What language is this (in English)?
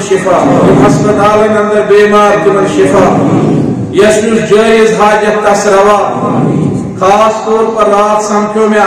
Kashmiri